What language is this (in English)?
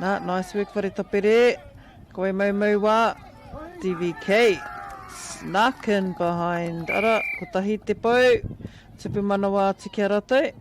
Māori